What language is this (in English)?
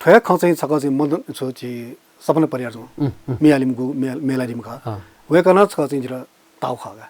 Newari